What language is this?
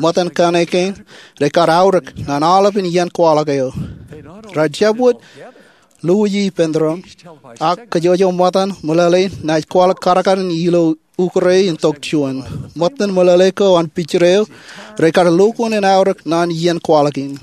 Marshallese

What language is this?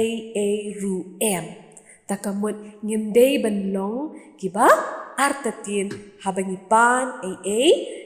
Khasi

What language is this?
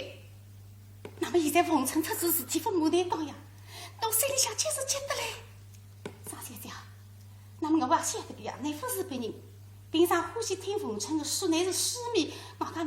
Wu Chinese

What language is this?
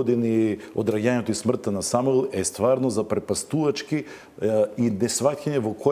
Macedonian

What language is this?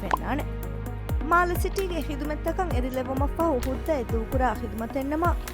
Divehi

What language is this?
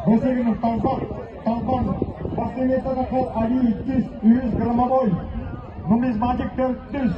Yakut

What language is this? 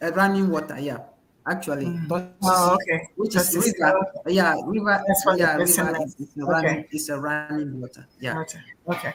Ewe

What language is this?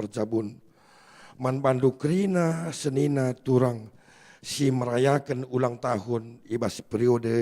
Batak Karo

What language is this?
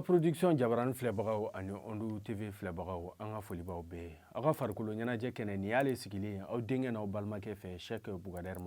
Bambara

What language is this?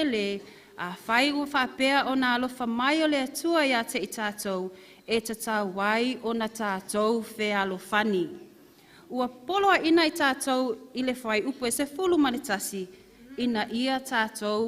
Samoan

